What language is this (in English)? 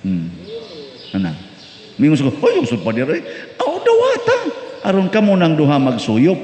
Cebuano